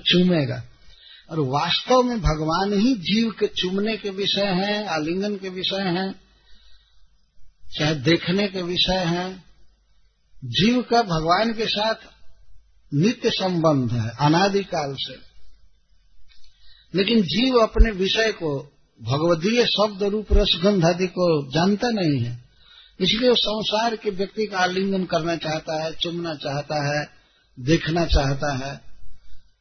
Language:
Hindi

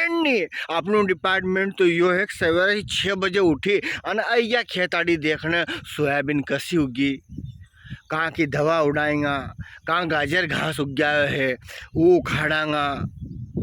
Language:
Rajasthani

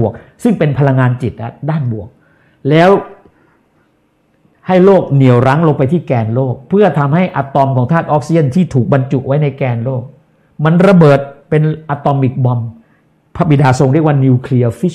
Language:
Thai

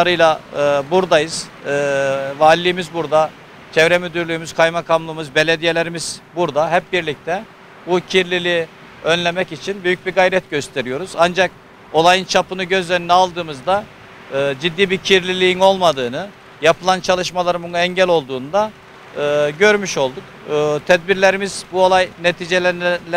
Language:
Turkish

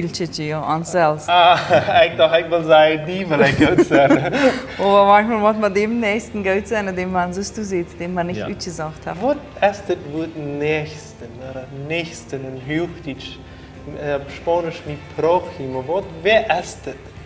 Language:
Plautdietsch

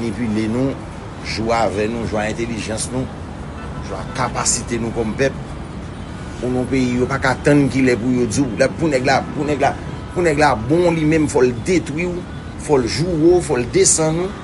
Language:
Haitian Creole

